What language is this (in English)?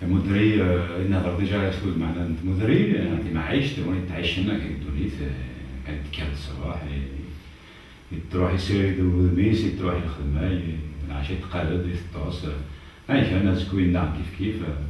Kabyle